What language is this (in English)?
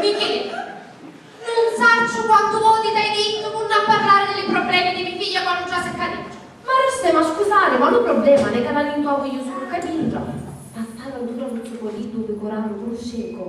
Sicilian